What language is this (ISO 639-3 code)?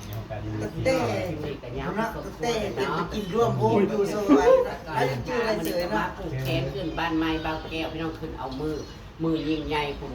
tts